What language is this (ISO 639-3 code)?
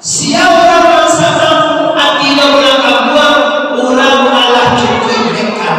min